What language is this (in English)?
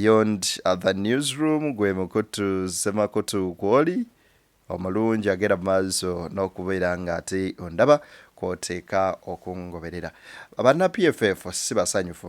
Ganda